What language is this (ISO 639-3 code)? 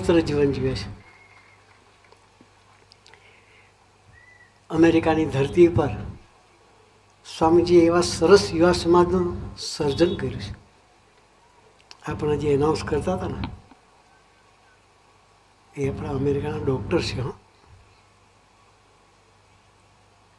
guj